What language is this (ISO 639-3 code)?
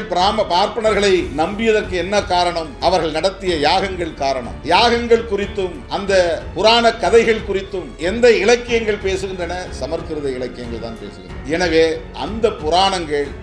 tam